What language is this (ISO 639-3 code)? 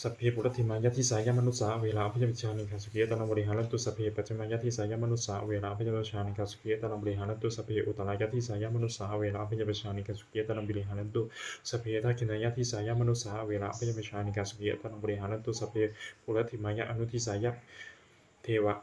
pli